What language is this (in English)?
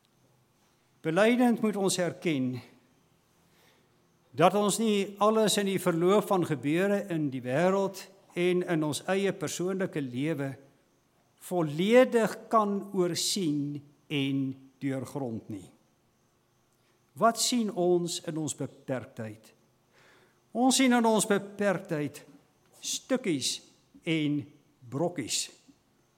Afrikaans